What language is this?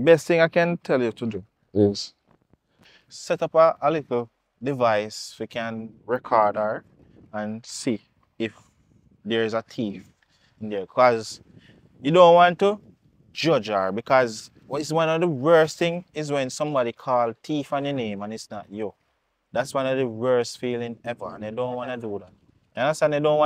Jamaican Creole English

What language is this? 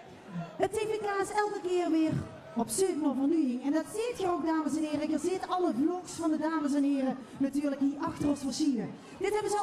Limburgish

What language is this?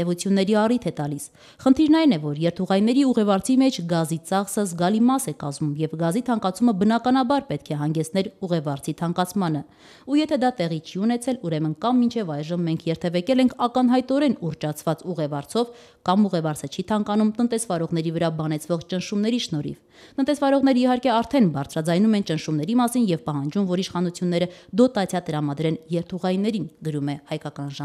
Armenian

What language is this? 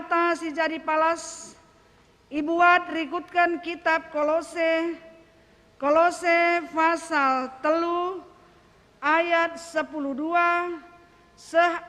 Batak Karo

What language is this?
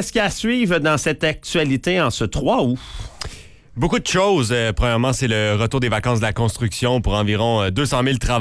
French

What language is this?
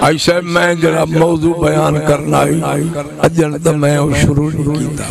Saraiki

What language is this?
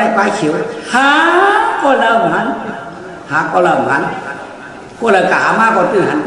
Shan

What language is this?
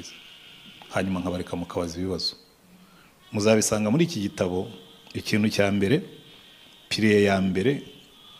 Kinyarwanda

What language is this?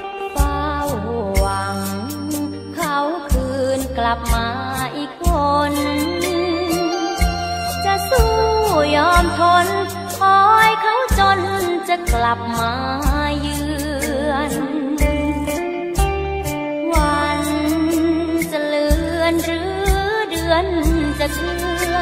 Thai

